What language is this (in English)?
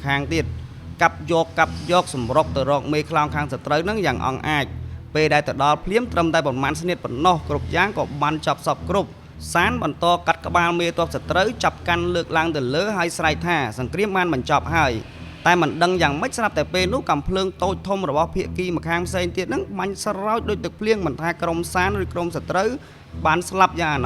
Khmer